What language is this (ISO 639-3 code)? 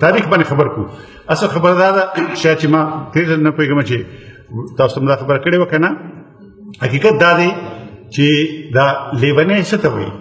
pus